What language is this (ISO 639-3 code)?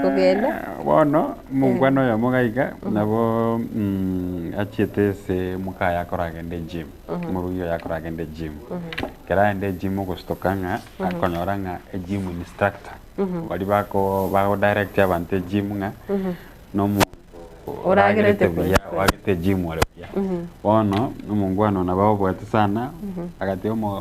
guz